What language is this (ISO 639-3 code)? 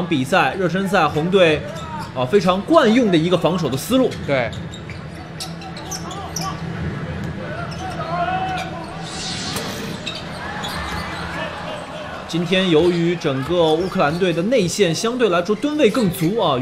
zho